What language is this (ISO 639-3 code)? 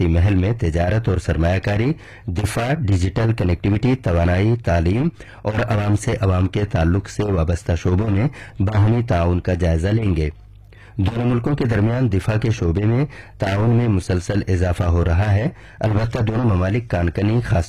urd